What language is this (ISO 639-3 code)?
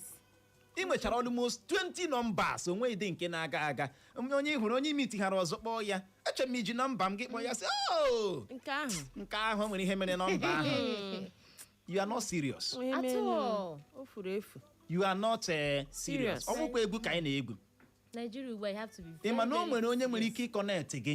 ibo